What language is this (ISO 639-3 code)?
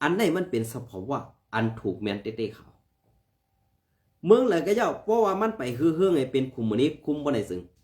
shn